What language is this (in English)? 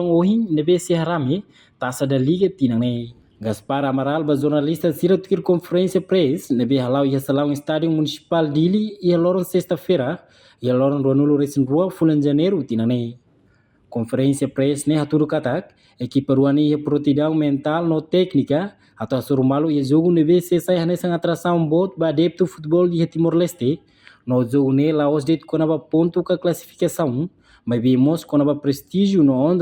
Tetum